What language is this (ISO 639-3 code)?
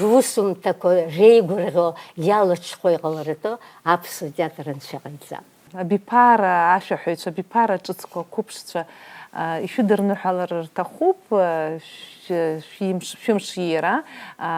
abk